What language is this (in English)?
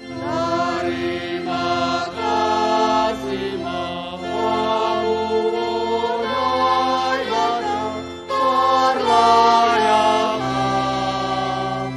Batak Simalungun